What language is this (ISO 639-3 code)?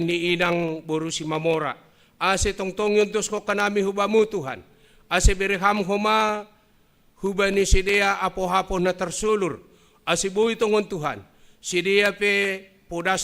bts